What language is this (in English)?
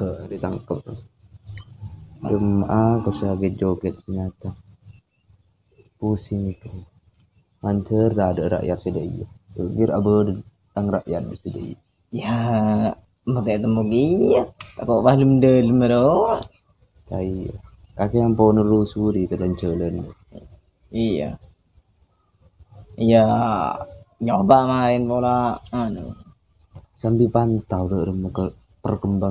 Indonesian